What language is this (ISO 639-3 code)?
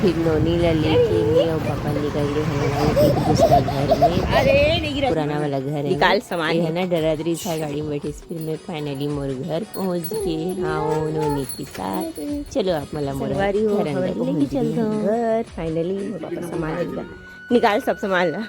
hne